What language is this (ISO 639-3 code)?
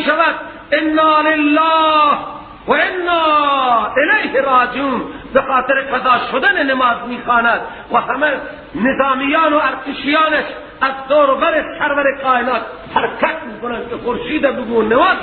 fas